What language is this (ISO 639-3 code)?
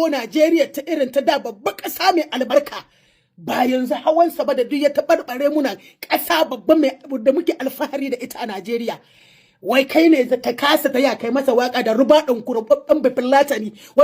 hau